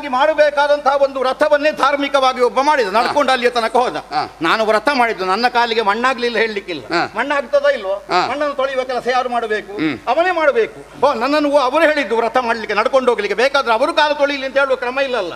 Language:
Kannada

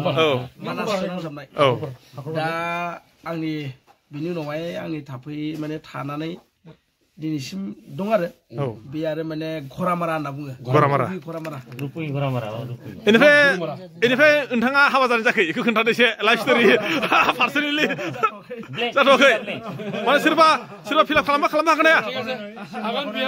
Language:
Bodo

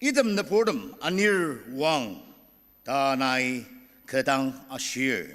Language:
Ao Naga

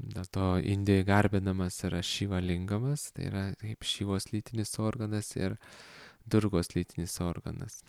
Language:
Lithuanian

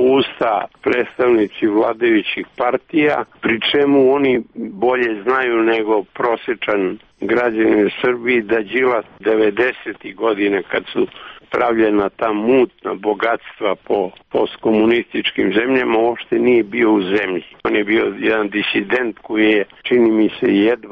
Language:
Serbian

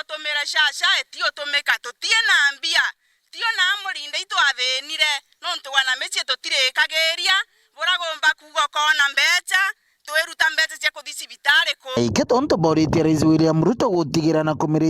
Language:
Meru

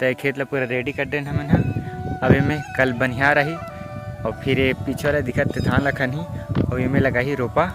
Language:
Chhattisgarhi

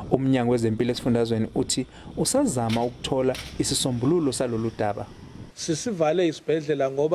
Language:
Zulu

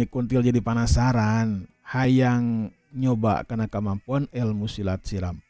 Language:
Sundanese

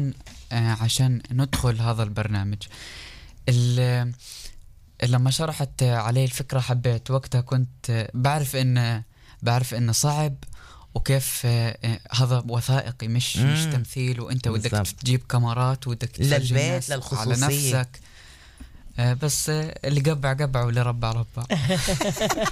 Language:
North Levantine Arabic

